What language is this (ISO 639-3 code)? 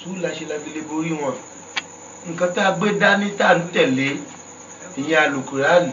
yor